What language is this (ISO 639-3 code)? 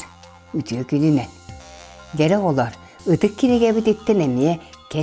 sah